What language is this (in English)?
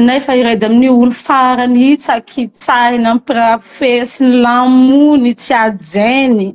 Malagasy